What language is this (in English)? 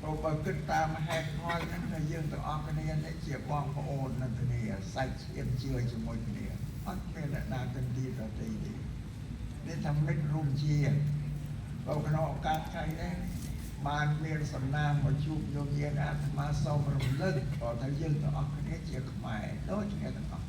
Khmer